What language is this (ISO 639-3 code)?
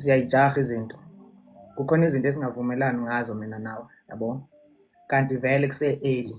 zul